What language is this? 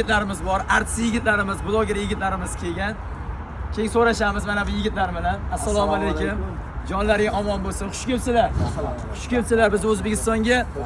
Uzbek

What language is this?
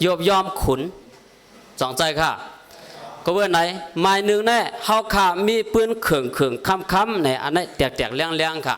Shan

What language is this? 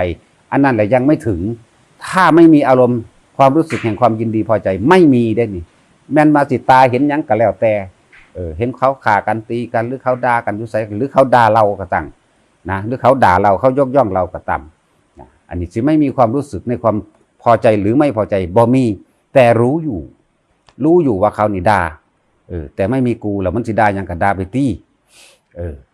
Northeastern Thai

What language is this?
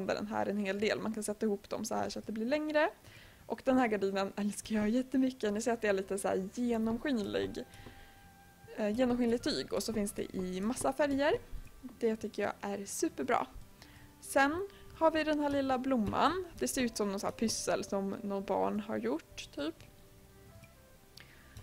Swedish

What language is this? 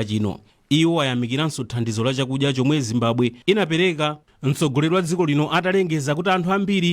Nyanja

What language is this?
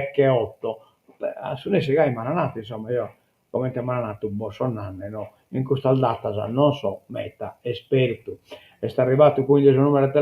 Sardinian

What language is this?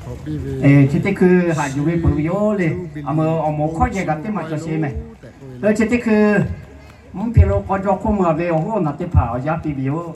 Lahu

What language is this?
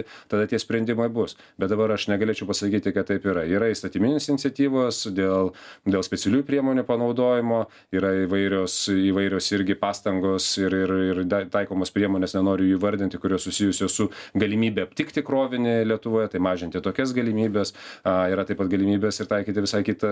Lithuanian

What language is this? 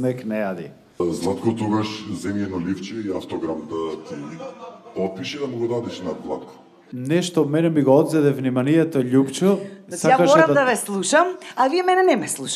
Macedonian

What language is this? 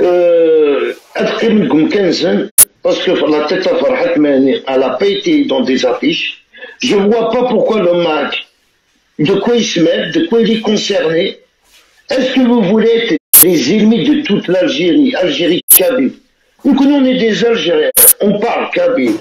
Algerian Arabic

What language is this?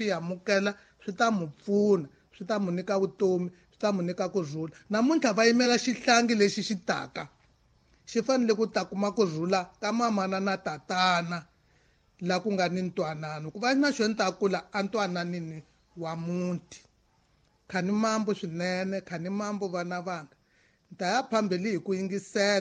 Tsonga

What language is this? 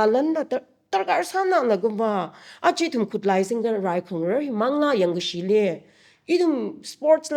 Tangkhul Naga (India)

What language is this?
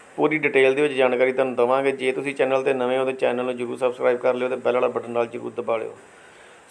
Punjabi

